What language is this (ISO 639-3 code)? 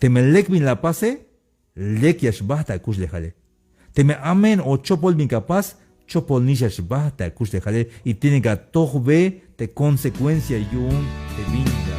tzh